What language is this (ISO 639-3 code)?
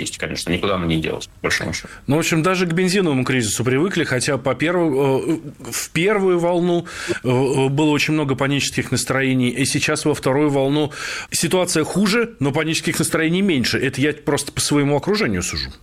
rus